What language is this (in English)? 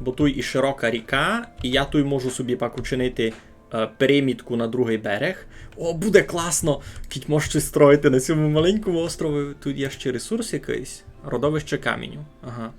Rusyn